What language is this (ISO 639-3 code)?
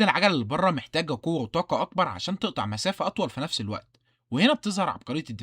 arz